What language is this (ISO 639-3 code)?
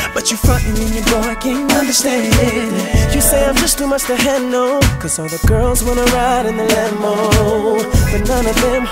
eng